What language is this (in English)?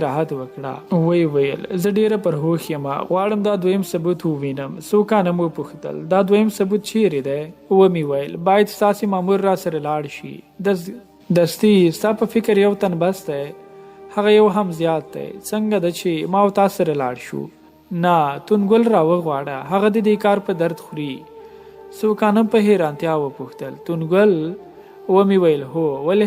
Pashto